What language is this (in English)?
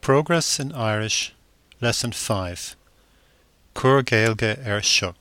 Irish